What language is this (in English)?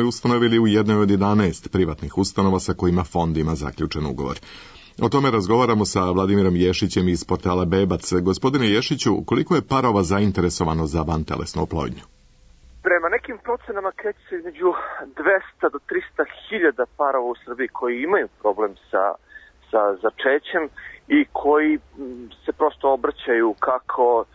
Serbian